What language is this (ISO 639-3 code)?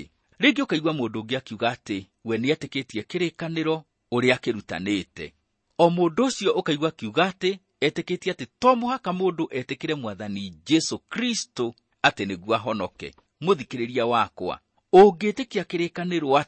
kik